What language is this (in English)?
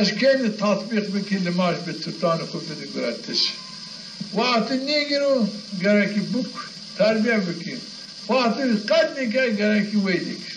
Zaza